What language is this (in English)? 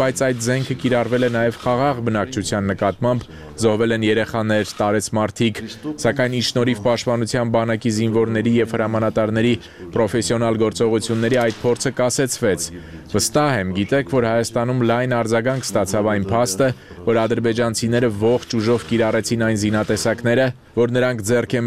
Armenian